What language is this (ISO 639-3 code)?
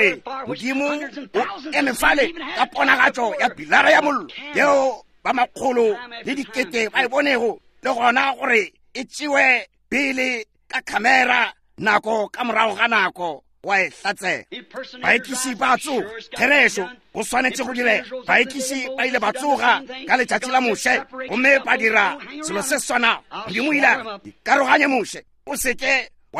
nso